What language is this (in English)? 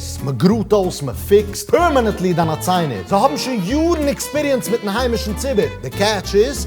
Yiddish